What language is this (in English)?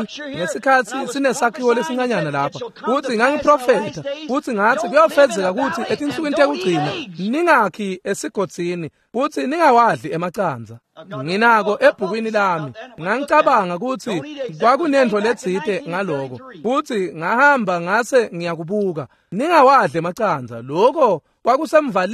Swati